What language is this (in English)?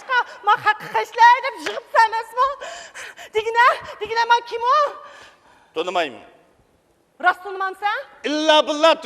Uyghur